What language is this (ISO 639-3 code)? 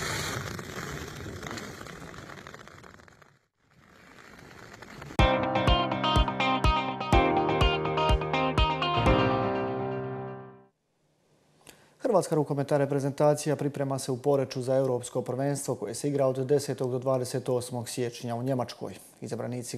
hrv